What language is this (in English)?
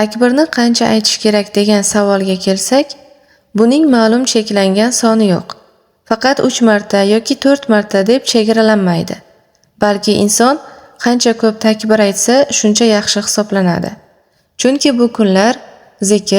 Uzbek